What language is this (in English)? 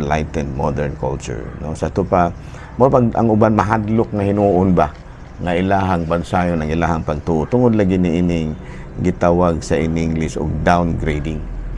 Cebuano